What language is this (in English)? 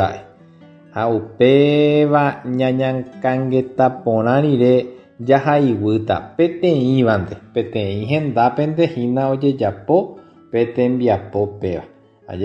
Guarani